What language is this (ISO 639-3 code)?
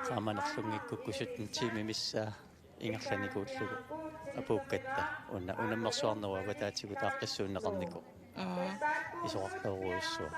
kal